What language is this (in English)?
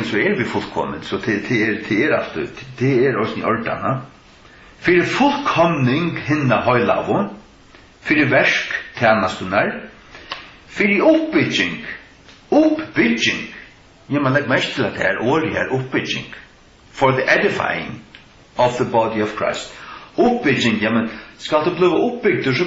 Faroese